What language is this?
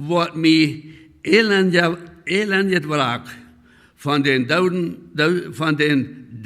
Plautdietsch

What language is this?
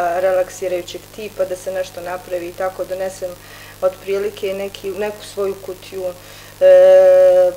Bosnian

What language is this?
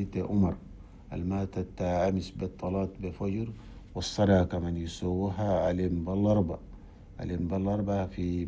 Chadian Arabic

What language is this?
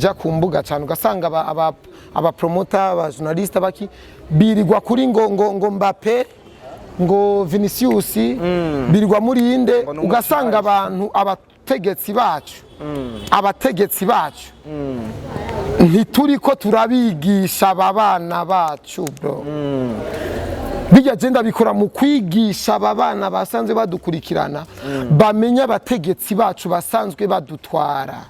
Rundi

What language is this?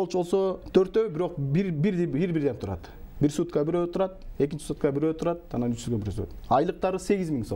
Kyrgyz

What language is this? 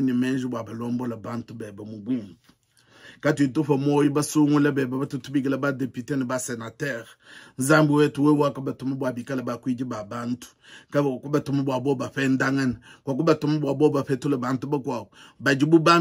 Luba-Lulua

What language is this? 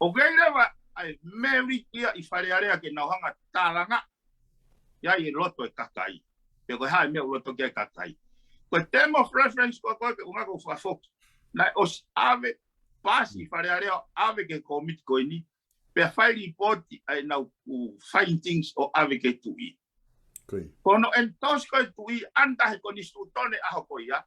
Tongan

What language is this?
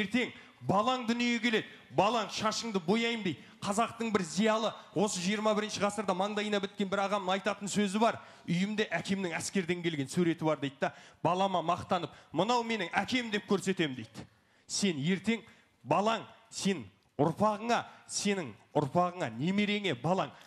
Kazakh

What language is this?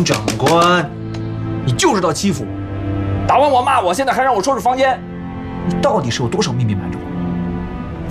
Chinese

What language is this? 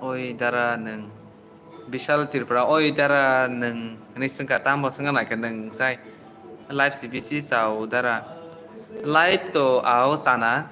Kok Borok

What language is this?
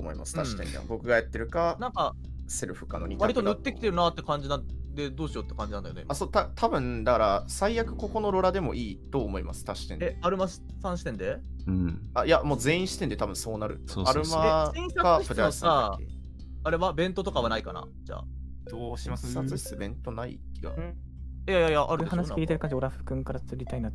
Japanese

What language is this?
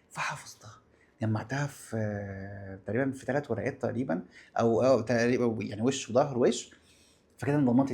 Egyptian Arabic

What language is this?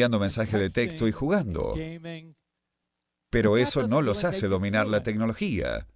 Spanish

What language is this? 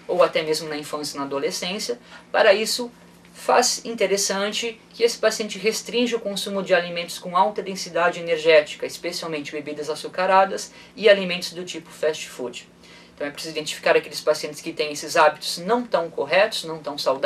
Portuguese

